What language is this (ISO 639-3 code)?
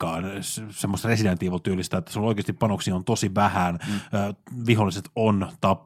fin